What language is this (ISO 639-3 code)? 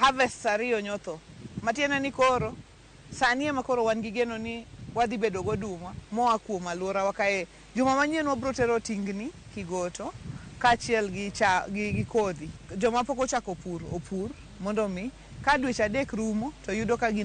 luo